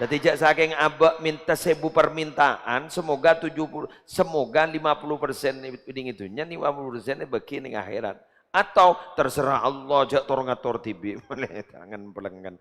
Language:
Madurese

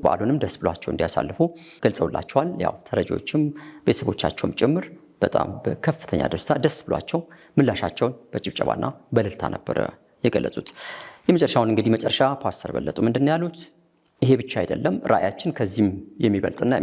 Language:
Amharic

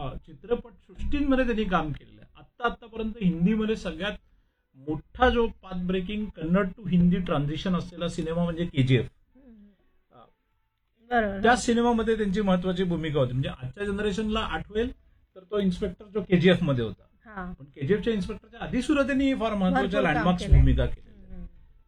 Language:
Marathi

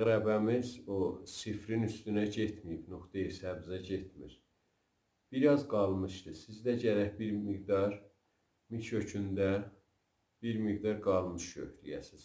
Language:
South Azerbaijani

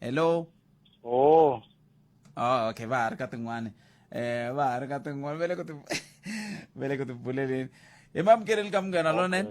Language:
Tsonga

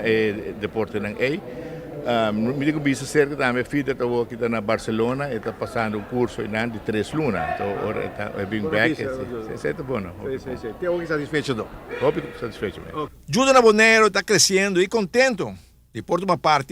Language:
Papiamento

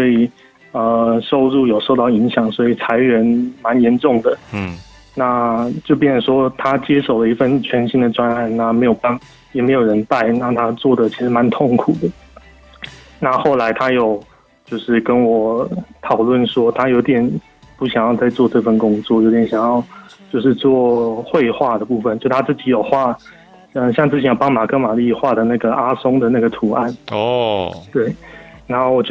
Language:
Chinese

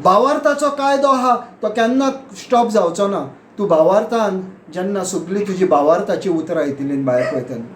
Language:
Konkani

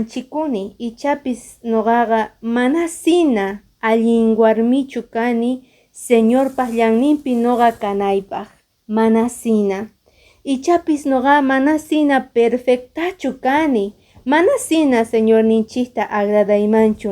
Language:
Quechua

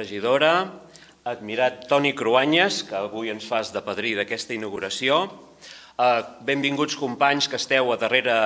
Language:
Catalan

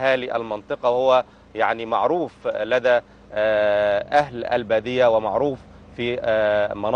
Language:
Egyptian Arabic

